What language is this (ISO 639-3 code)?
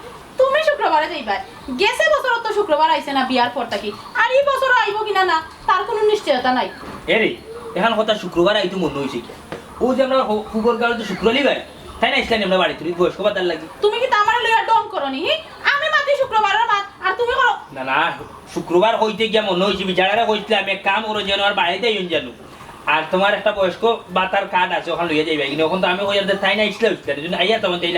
syl